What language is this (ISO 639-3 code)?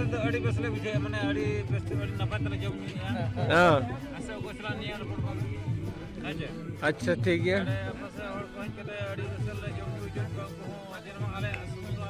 sat